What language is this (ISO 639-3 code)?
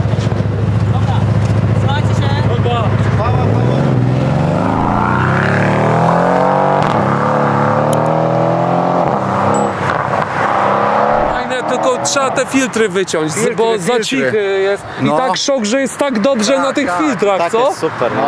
pol